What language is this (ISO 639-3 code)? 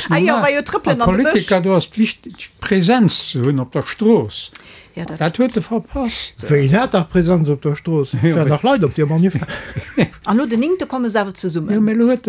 ltz